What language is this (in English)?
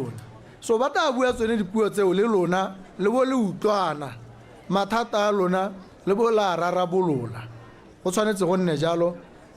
Tswana